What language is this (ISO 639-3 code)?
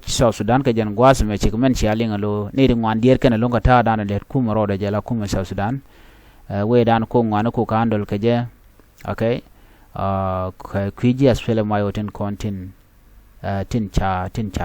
nus